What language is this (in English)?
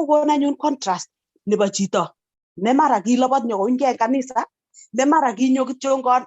Kalenjin